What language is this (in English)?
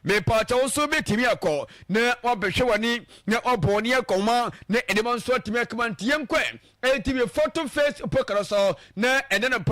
Akan